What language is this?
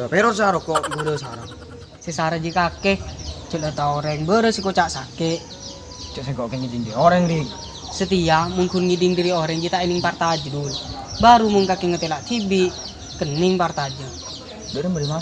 Madurese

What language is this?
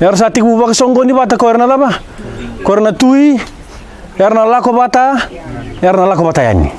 Fijian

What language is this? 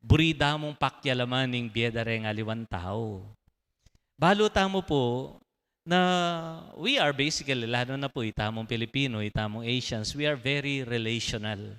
Pampanga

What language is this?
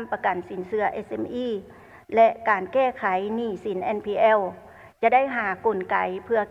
Lao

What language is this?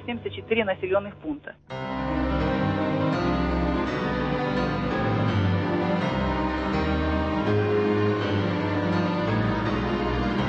Russian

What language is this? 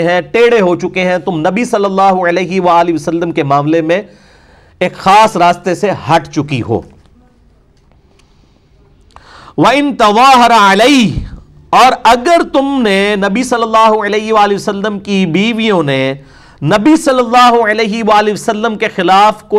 Urdu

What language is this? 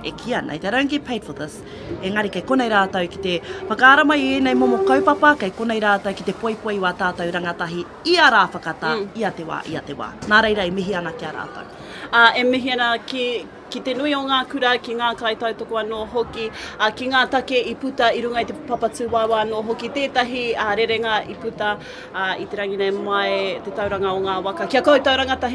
Māori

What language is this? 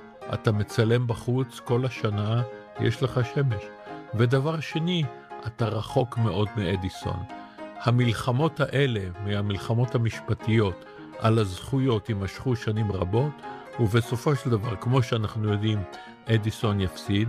Hebrew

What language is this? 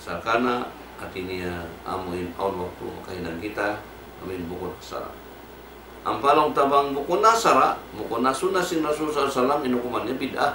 Tausug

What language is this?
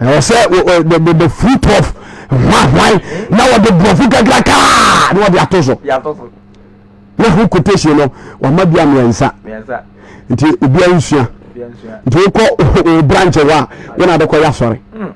Akan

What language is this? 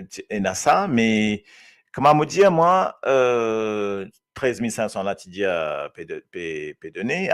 Morisyen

